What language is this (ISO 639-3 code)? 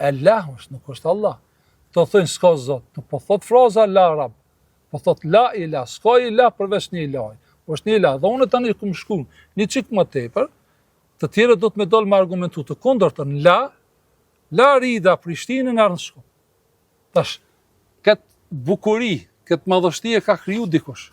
sqi